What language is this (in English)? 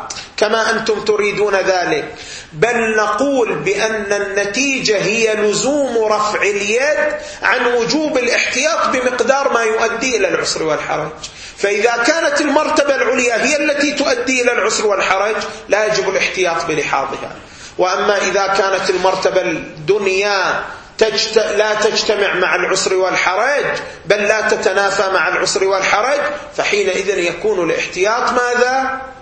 Arabic